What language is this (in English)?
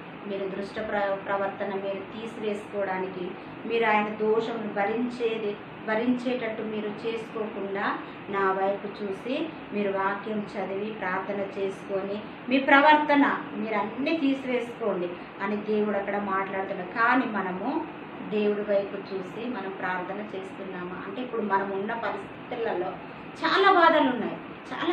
Telugu